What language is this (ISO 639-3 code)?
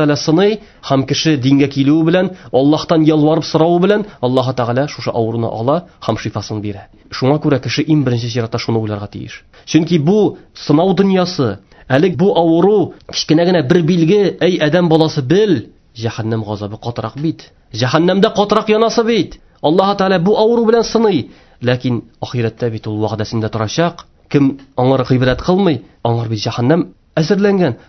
tat